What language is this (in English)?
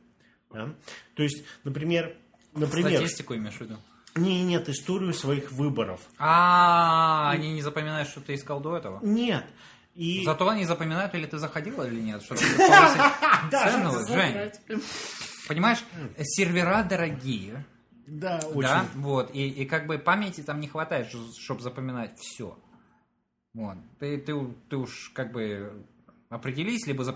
Russian